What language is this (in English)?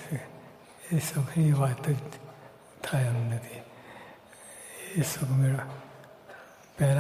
Gujarati